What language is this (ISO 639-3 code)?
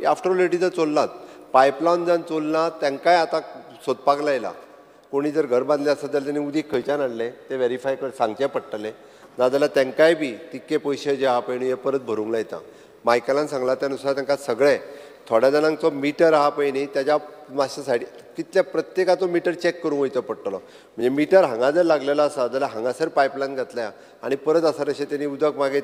kok